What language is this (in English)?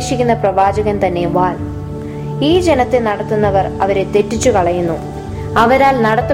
Malayalam